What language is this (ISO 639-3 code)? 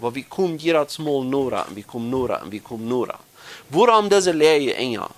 pdt